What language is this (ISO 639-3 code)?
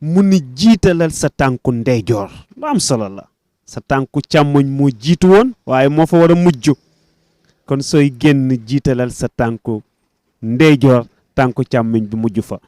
wol